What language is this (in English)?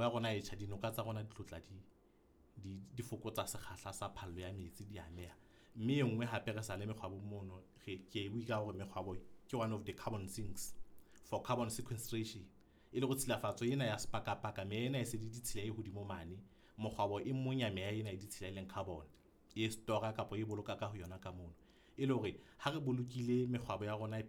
Southern Sotho